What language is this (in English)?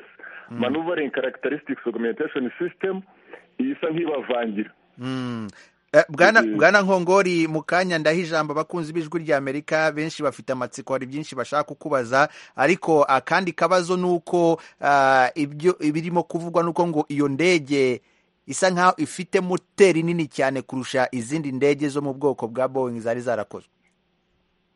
Kinyarwanda